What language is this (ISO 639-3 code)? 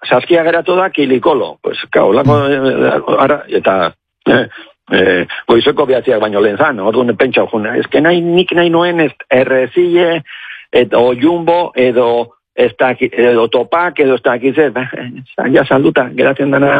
eus